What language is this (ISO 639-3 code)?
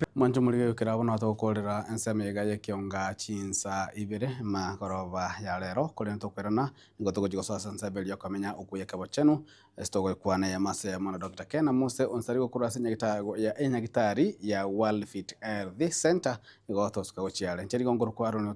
guz